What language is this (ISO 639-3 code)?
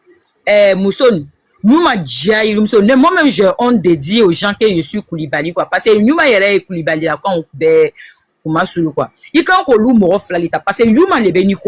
bam